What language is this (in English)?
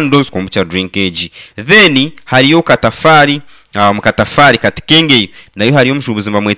Nyankole